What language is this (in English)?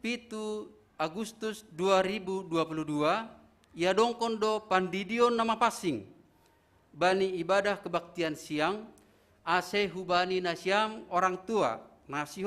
Batak Simalungun